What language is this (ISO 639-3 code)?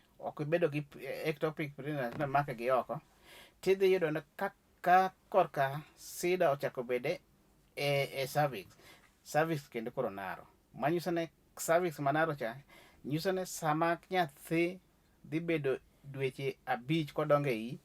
luo